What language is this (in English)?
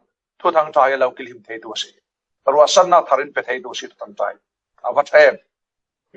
Falam Chin